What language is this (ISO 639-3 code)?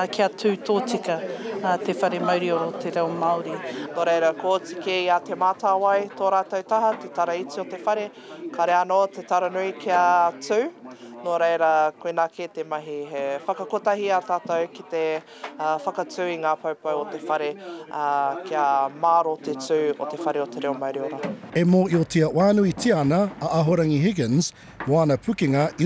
mri